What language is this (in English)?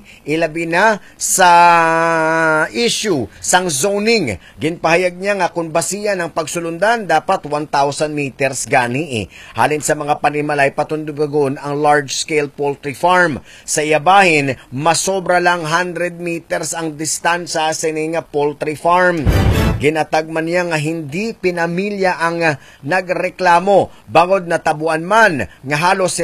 Hiligaynon